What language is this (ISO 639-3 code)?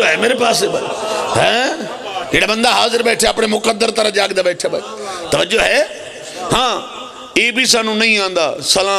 phr